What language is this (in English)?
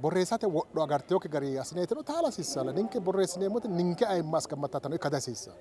Sidamo